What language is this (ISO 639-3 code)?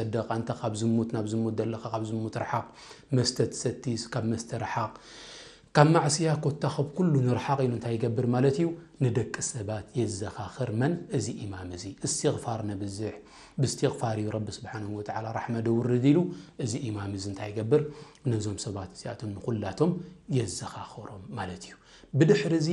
tir